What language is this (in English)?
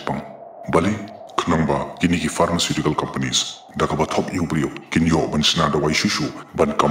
Khasi